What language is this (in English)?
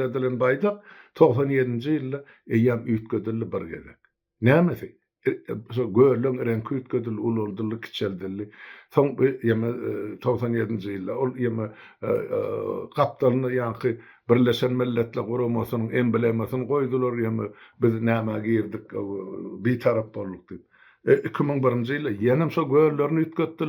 Turkmen